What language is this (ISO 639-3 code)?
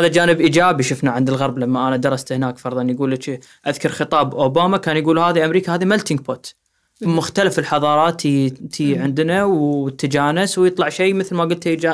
afb